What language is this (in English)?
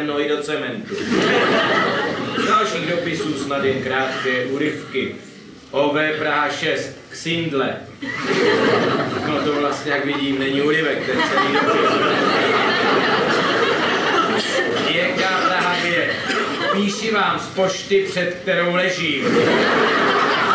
Czech